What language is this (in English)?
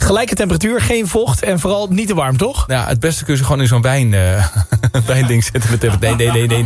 Dutch